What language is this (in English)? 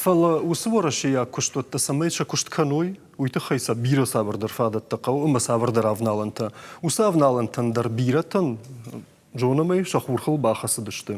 Ossetic